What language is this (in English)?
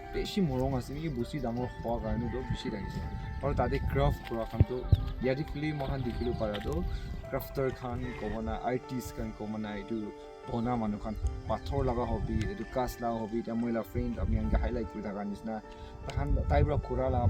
Naga Pidgin